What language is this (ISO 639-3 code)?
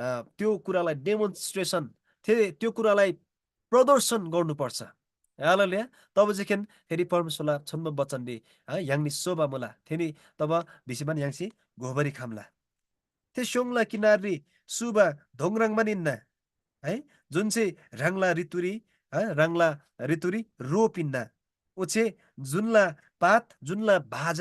taj